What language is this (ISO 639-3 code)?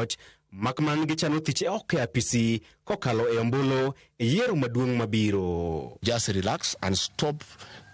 luo